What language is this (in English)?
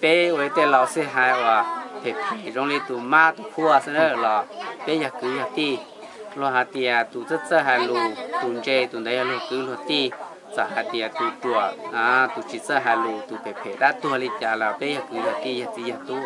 Hmong